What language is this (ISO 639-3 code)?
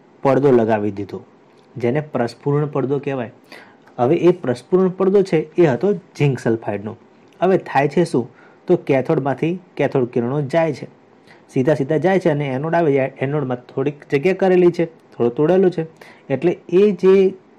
guj